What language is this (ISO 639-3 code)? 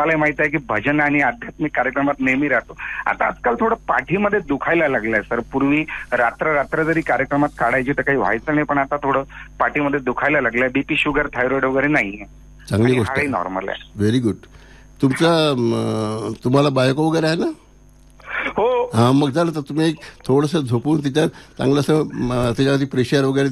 mar